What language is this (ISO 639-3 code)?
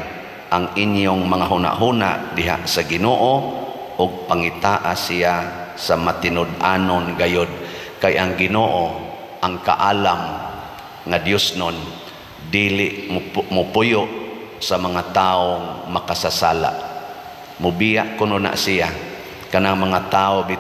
ceb